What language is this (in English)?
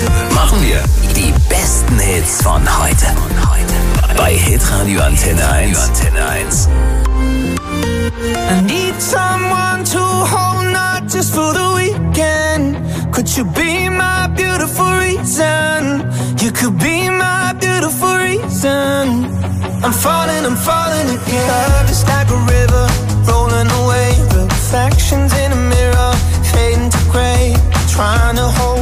German